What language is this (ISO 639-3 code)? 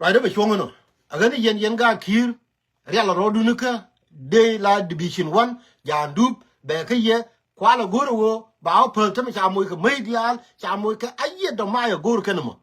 nus